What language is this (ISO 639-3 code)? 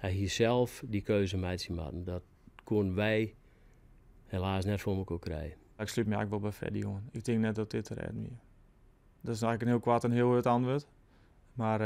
fry